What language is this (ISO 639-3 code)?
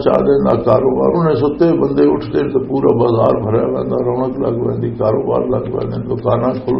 lah